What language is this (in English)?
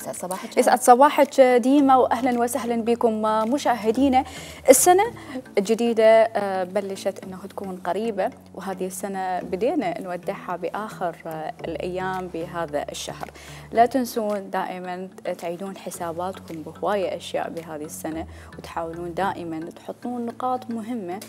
Mesopotamian Arabic